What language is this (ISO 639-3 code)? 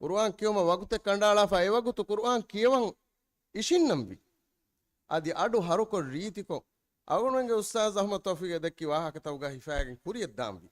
div